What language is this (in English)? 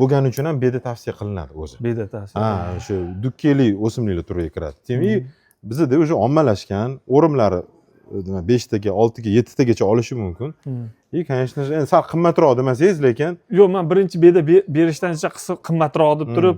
Uzbek